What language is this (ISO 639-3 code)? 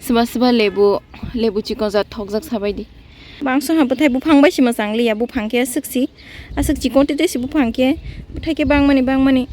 trp